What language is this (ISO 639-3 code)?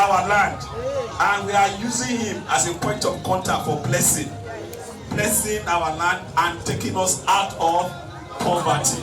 pcm